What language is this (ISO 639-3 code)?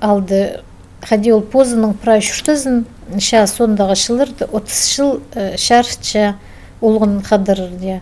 kjh